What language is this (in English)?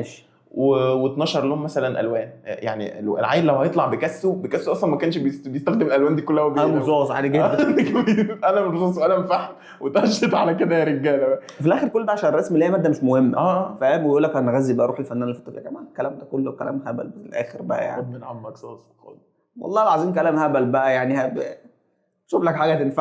Egyptian Arabic